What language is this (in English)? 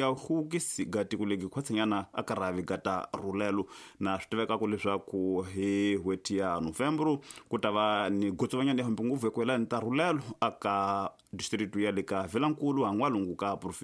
Tsonga